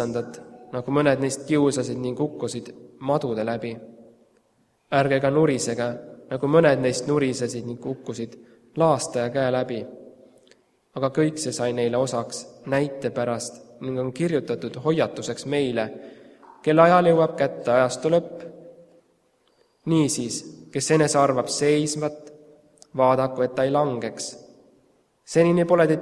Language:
Estonian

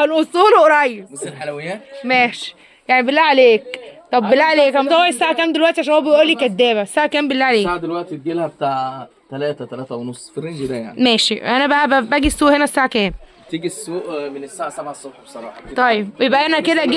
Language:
Egyptian Arabic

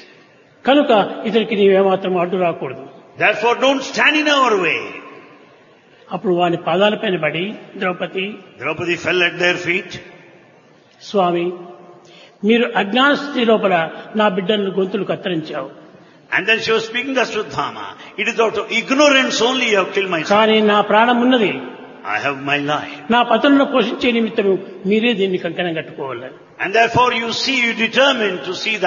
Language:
Telugu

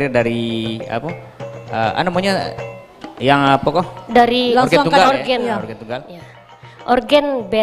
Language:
Minangkabau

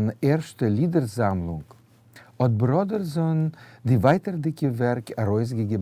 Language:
Yiddish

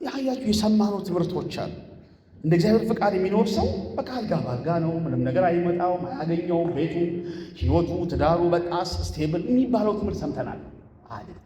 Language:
Amharic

